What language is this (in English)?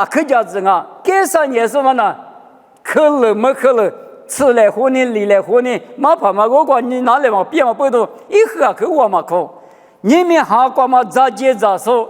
Lisu